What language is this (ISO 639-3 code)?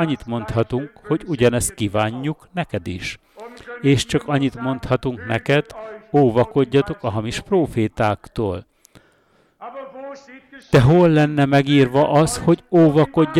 hun